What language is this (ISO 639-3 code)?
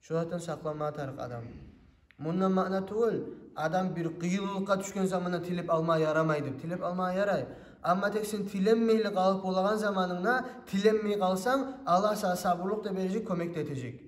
kum